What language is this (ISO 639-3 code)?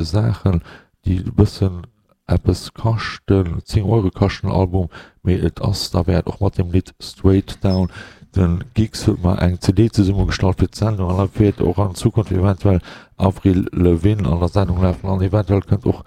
ltz